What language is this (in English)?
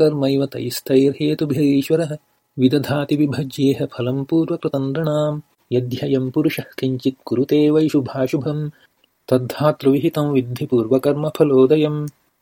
Sanskrit